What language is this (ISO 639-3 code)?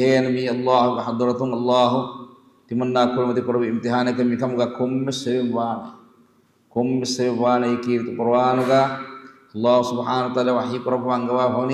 div